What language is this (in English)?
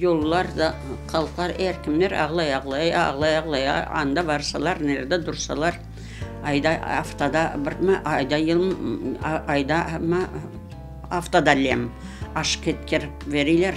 Crimean Tatar